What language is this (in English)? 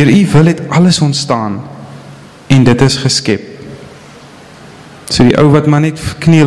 Afrikaans